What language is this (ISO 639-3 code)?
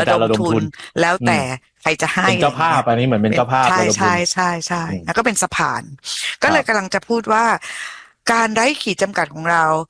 tha